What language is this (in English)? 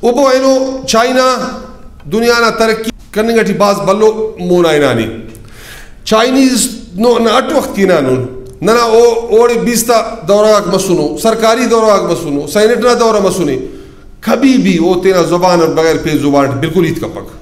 Brahui